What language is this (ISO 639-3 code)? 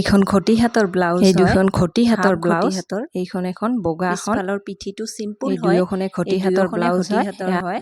asm